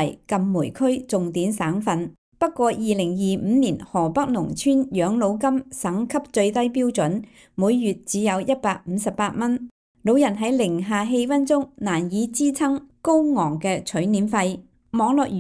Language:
Cantonese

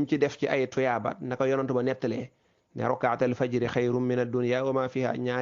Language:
Wolof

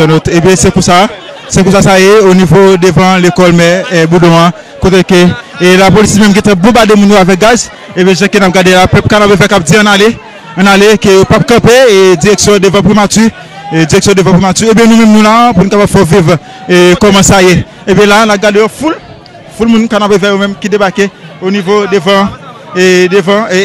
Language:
Haitian Creole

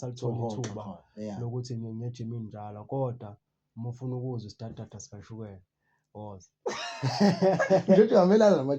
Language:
Zulu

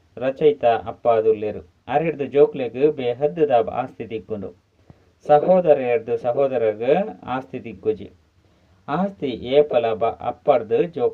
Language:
Tulu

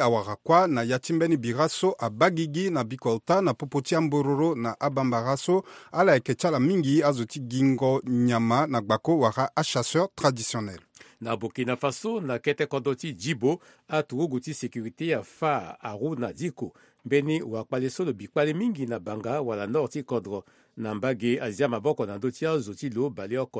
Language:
Sango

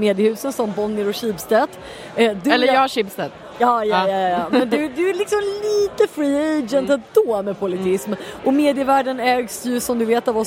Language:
Swedish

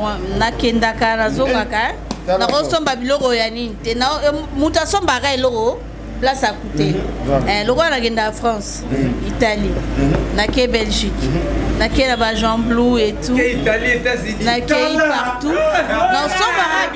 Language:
Lingala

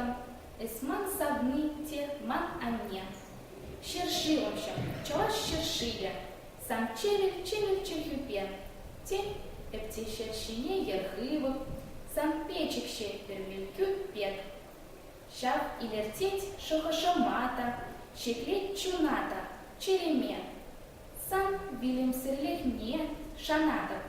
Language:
Chuvash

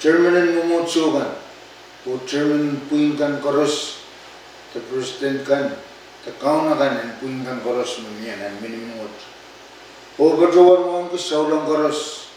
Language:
Pohnpeian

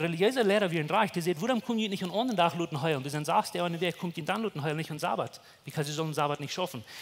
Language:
Plautdietsch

